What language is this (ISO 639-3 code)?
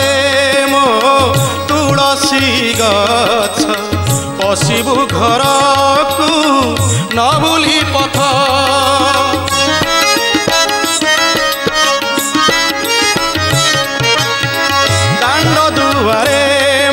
ori